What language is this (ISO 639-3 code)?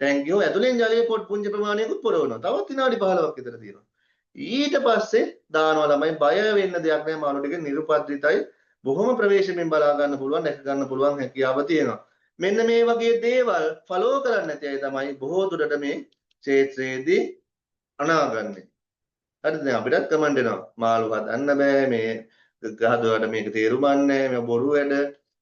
sin